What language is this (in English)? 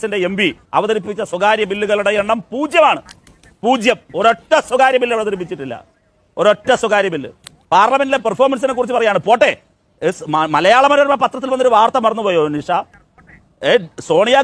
Malayalam